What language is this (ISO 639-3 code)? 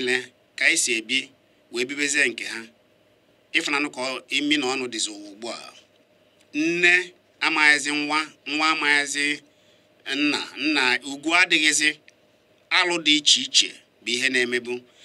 ibo